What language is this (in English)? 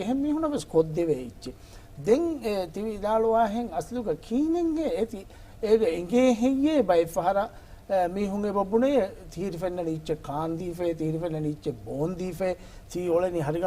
Divehi